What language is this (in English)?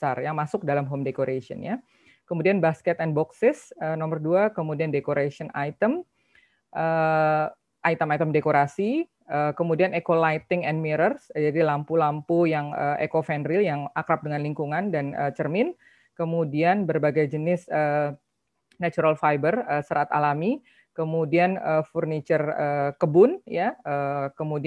Indonesian